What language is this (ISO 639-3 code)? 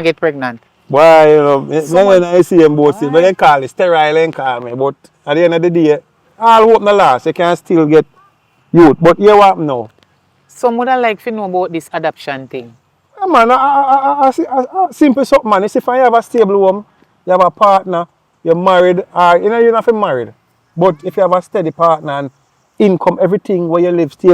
jam